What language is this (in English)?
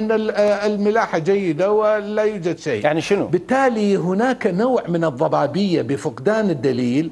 Mesopotamian Arabic